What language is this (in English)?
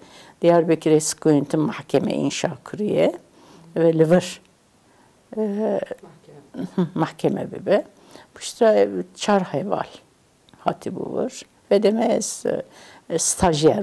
Kurdish